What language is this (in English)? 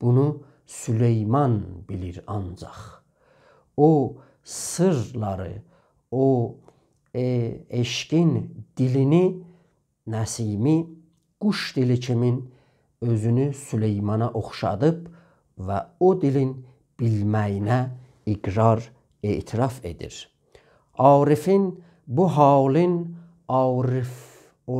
South Azerbaijani